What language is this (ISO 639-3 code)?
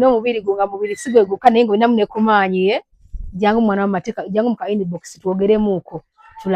lug